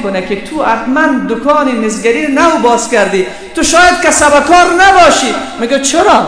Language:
Persian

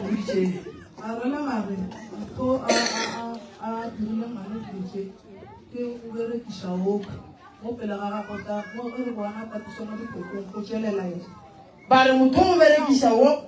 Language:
Northern Sotho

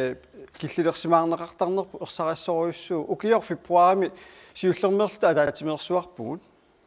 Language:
Kalaallisut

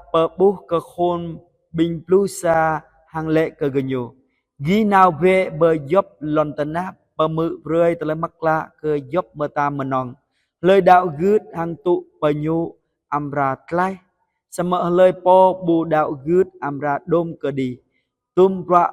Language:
Jarai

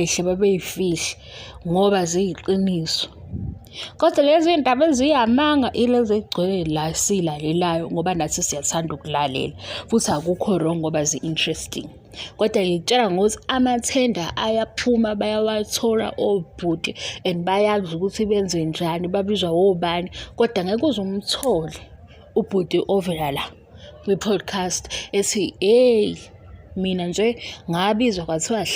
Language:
Zulu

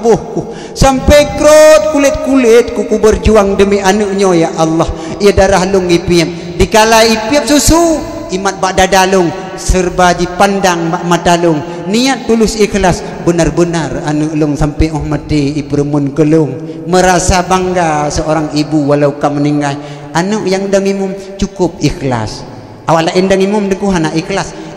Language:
Achinese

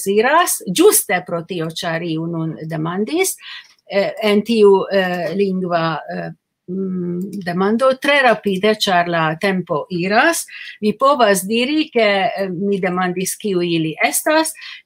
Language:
Esperanto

